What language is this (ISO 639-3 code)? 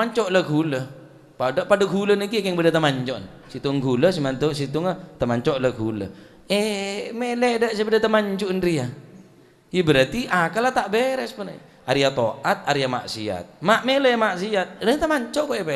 mad